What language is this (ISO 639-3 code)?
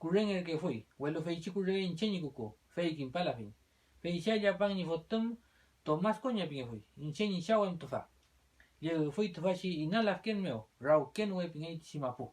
arn